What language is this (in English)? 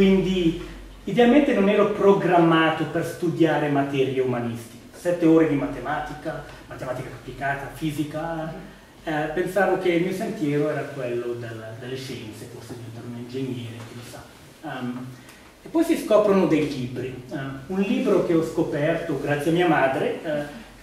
Italian